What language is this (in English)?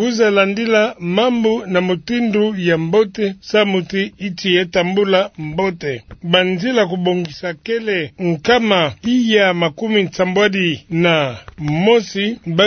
Kituba (Democratic Republic of Congo)